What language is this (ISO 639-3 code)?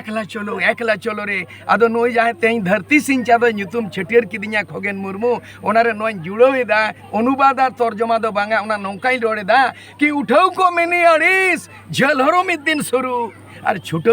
sat